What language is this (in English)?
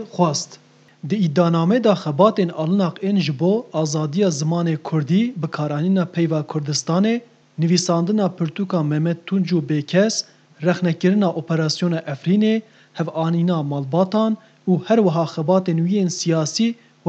Kurdish